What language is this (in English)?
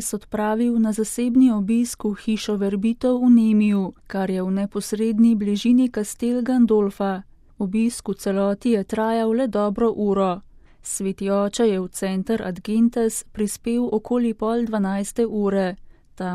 Slovenian